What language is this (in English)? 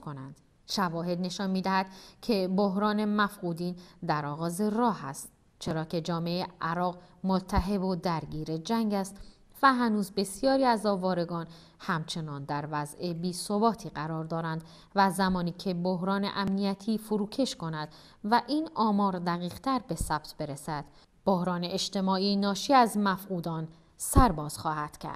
Persian